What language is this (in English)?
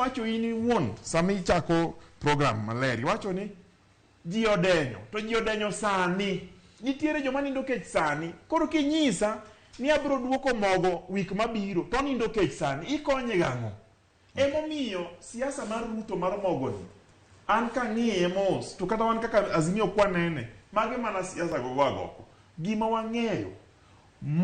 Luo (Kenya and Tanzania)